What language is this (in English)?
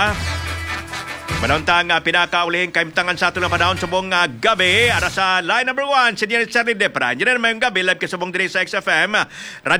Hiligaynon